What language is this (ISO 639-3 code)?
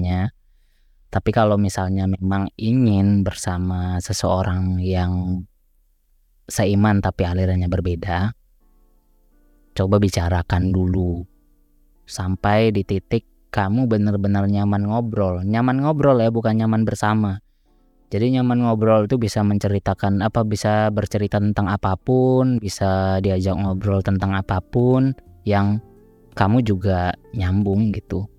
ind